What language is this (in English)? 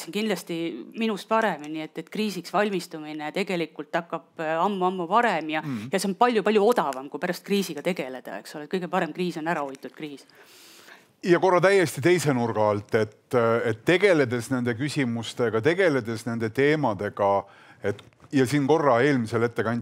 Estonian